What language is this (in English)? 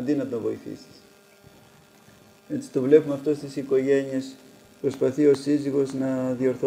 Greek